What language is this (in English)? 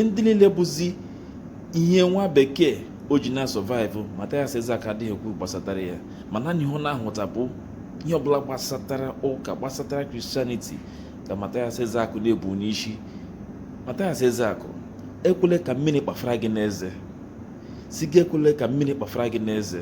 Igbo